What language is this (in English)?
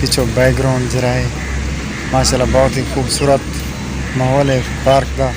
Saraiki